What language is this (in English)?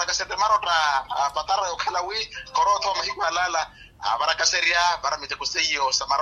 Makhuwa